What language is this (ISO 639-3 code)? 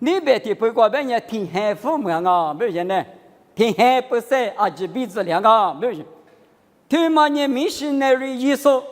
lis